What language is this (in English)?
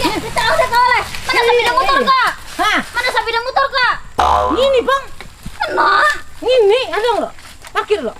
Banjar